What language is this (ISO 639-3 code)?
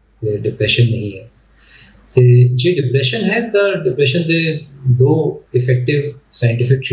pan